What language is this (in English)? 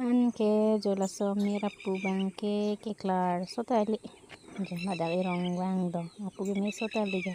Karbi